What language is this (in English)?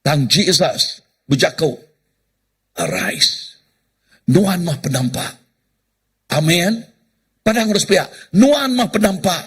Iban